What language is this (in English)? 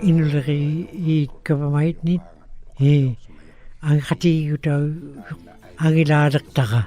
Western Canadian Inuktitut